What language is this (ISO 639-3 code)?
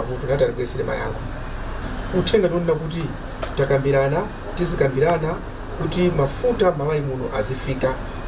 nya